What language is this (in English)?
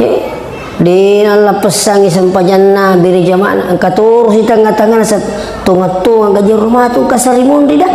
Buginese